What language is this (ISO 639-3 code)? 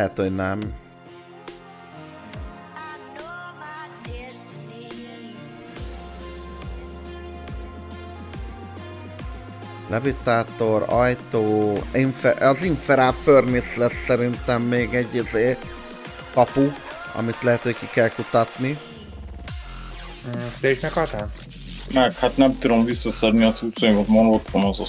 hun